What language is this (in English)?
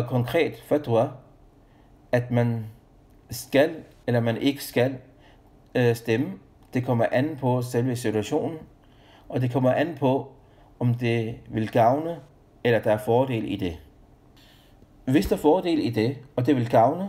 Danish